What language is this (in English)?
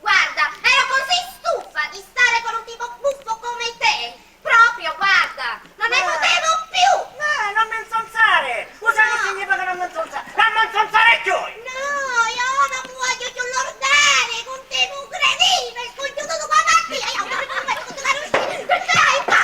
Sicilian